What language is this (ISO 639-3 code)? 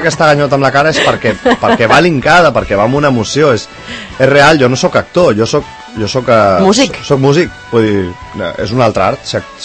cat